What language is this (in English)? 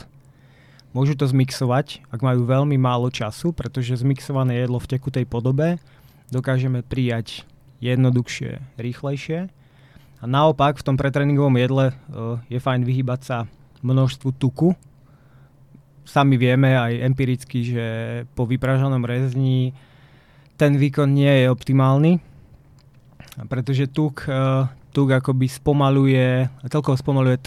Slovak